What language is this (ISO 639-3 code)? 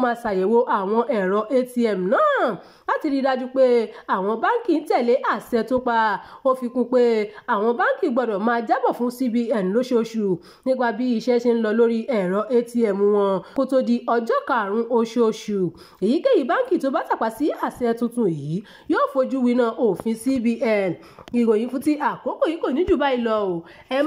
yor